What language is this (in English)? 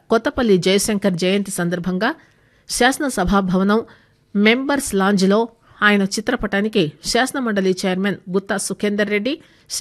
Telugu